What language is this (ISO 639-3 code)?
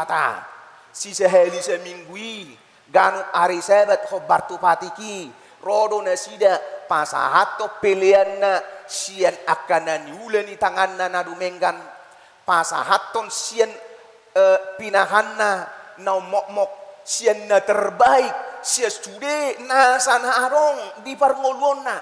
bbc